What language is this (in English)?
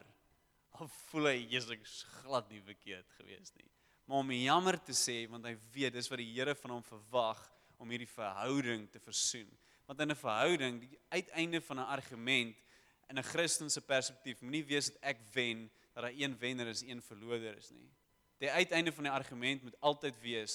Afrikaans